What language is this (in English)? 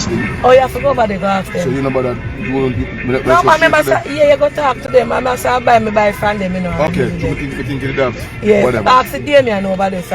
Jamaican Creole English